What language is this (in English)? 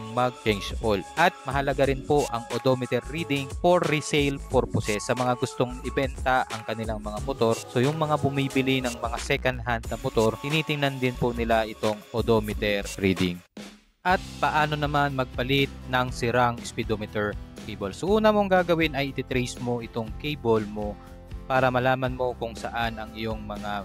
Filipino